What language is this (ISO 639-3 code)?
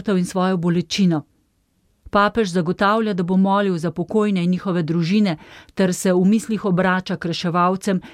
slv